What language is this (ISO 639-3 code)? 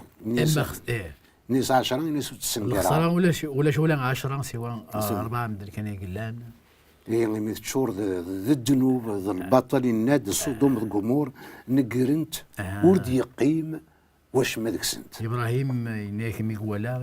kab